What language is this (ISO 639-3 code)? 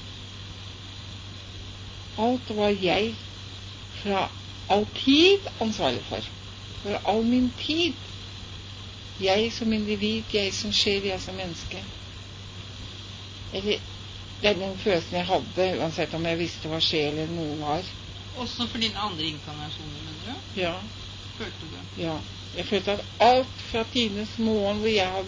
nor